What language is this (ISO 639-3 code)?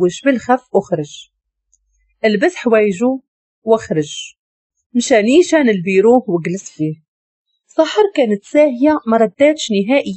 ary